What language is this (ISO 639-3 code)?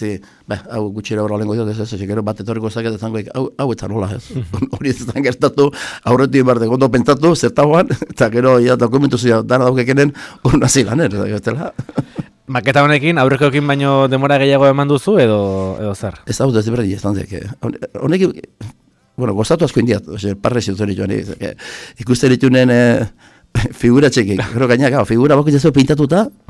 eus